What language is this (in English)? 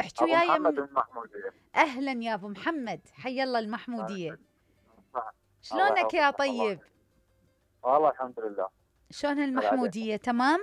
Mesopotamian Arabic